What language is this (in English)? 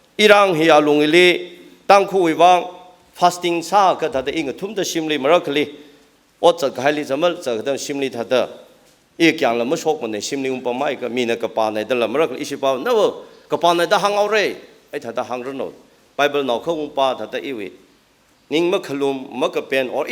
Tangkhul Naga (India)